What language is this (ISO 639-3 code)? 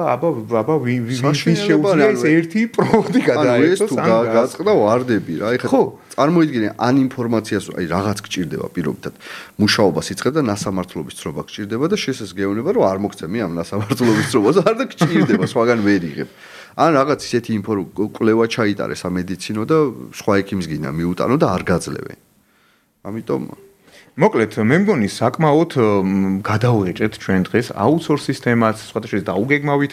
kat